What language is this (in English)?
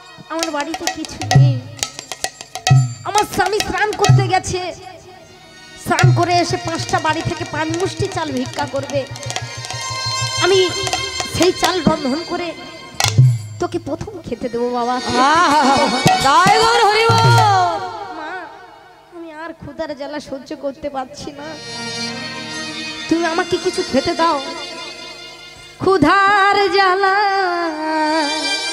Bangla